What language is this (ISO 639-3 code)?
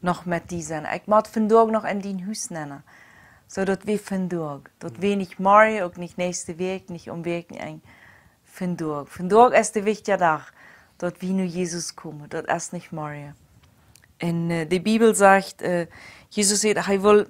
pdt